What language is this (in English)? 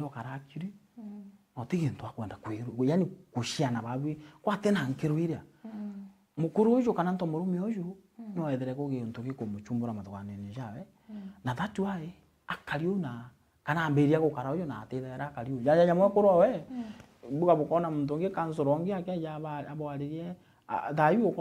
Meru